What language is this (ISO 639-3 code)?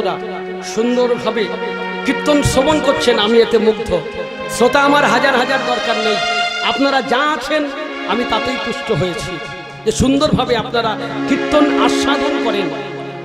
ben